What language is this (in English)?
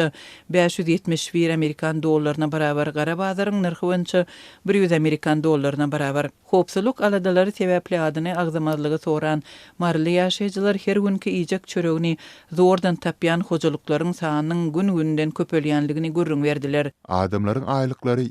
Turkmen